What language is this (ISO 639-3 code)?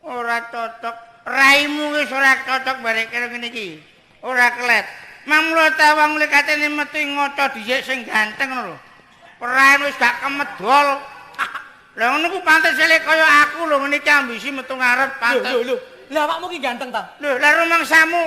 jav